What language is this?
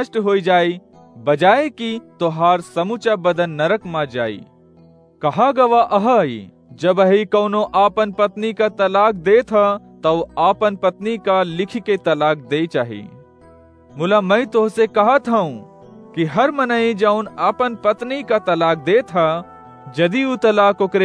Awadhi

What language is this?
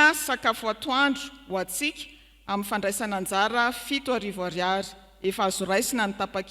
Malagasy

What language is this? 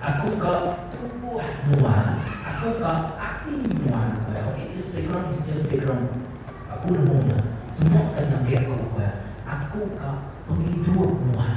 Iban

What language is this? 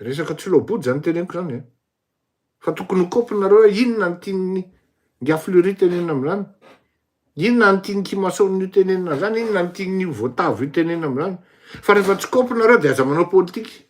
Malagasy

